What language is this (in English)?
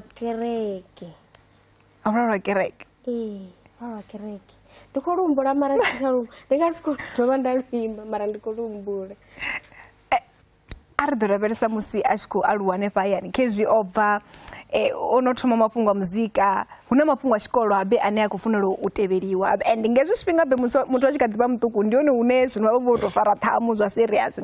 Venda